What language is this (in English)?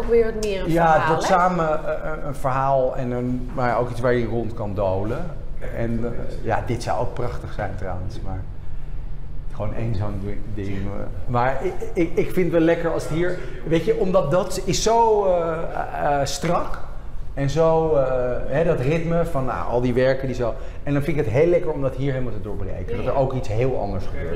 Dutch